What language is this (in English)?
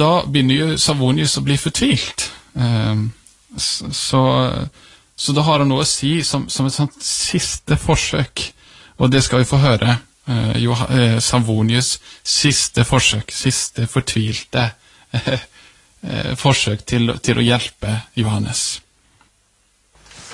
Swedish